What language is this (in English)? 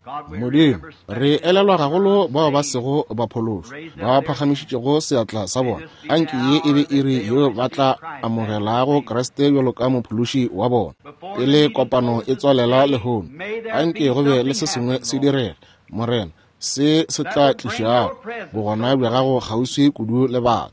Northern Sotho